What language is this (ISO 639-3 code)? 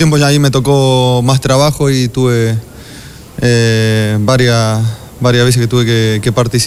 spa